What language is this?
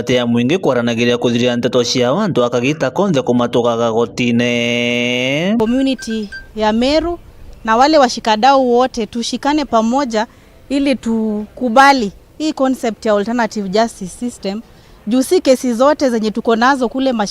Meru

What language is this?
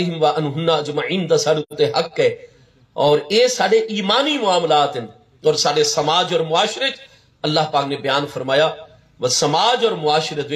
Saraiki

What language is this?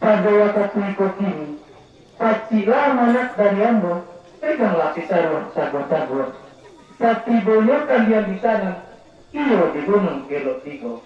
Minangkabau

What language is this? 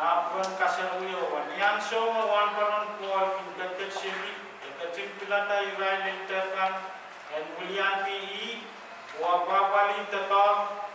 Pohnpeian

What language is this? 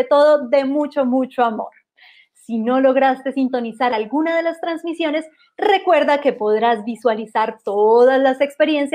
Spanish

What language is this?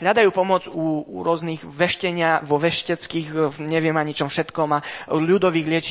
Slovak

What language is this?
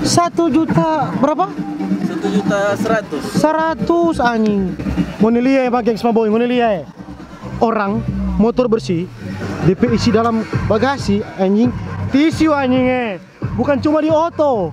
Manado Malay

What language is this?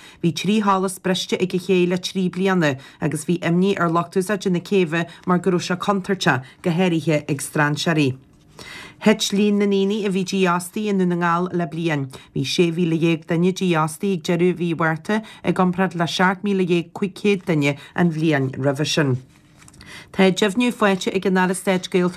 Irish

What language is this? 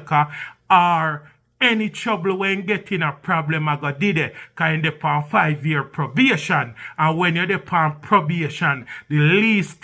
Jamaican Creole English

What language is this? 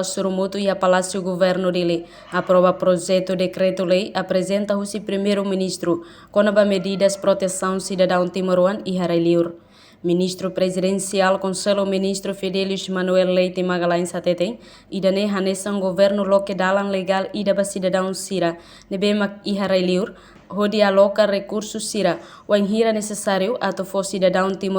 Tetum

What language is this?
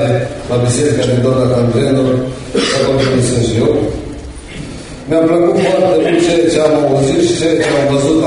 Romanian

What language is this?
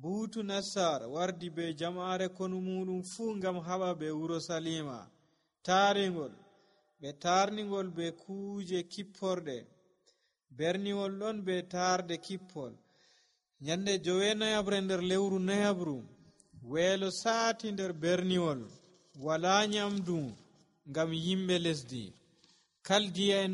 Nigerian Fulfulde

